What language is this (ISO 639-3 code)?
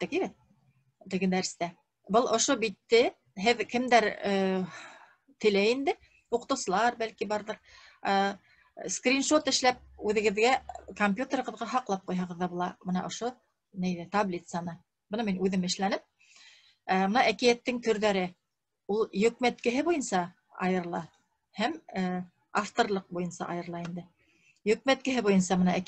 bak